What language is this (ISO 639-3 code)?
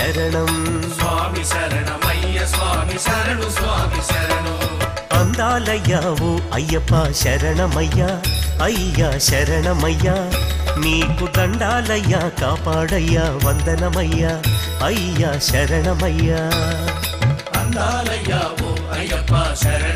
tel